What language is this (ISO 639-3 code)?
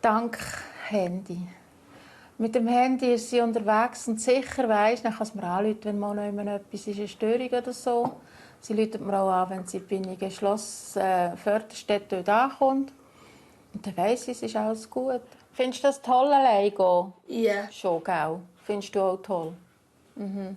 gsw